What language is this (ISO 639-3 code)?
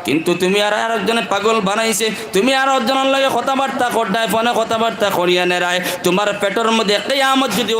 syl